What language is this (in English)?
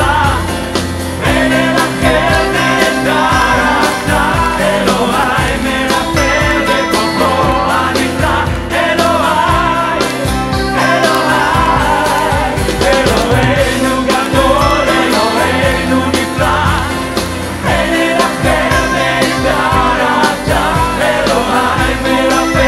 Hebrew